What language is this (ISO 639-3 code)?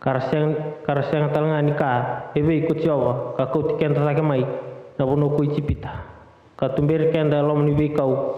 fij